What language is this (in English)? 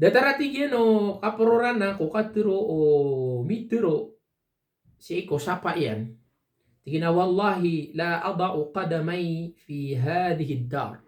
Maranao